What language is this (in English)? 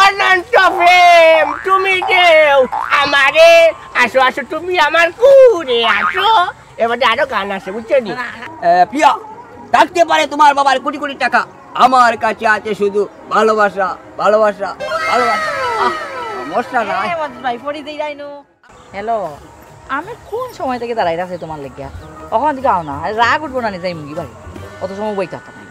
Sylheti